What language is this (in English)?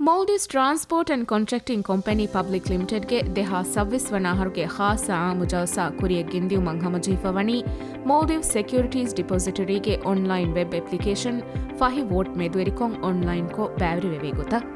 Divehi